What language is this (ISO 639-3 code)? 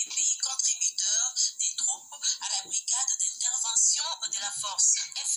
fra